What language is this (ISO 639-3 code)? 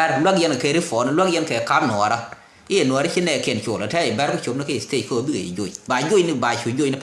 nus